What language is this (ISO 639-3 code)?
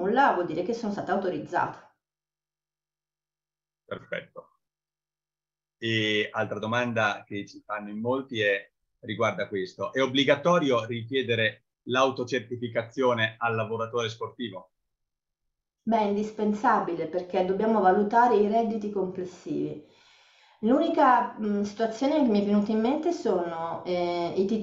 ita